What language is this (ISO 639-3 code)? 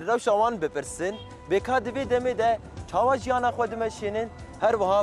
kur